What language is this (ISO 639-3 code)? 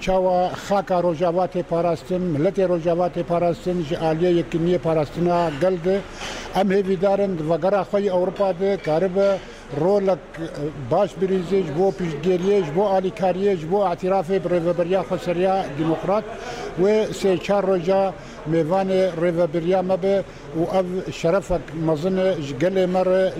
kur